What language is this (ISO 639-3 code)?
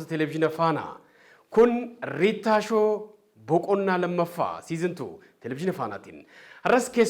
orm